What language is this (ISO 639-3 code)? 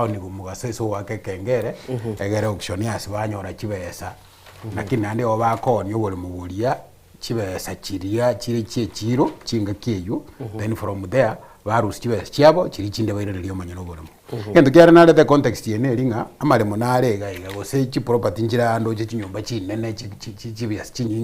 guz